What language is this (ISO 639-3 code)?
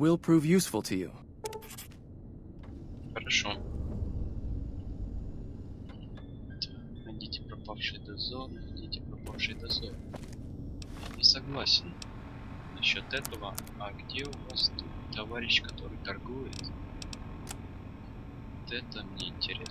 rus